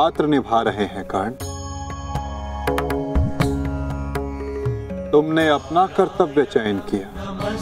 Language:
Hindi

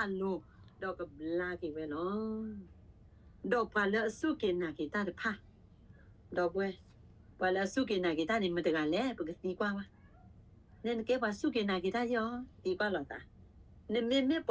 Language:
S'gaw Karen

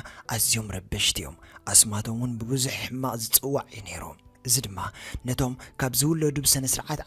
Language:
Tigrinya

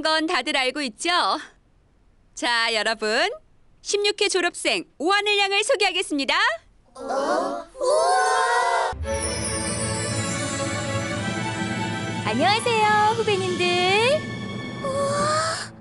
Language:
Korean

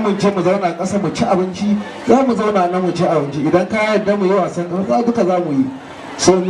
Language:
Hausa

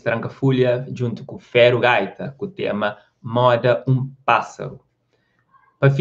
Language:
Kabuverdianu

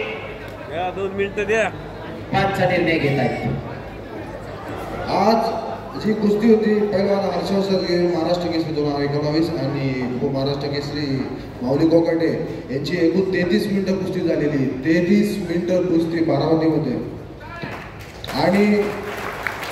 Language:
Marathi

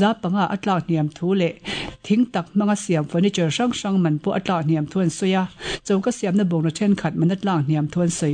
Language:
Mizo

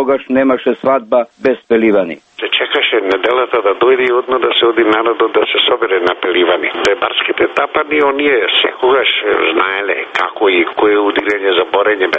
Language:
Macedonian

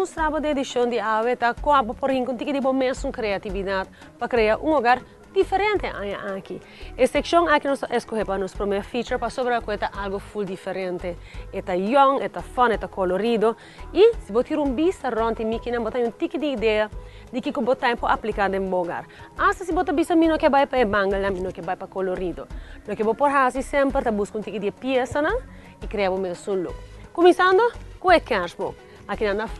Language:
Papiamento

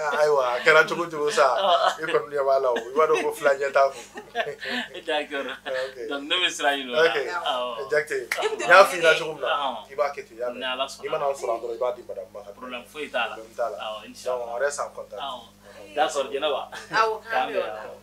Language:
Bambara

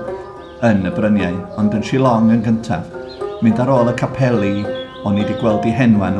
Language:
Welsh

